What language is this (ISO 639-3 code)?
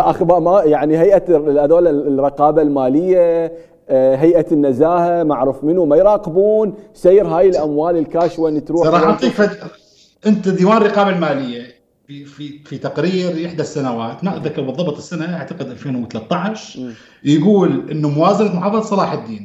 acm